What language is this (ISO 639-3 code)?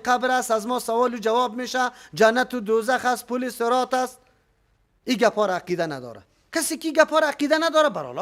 fas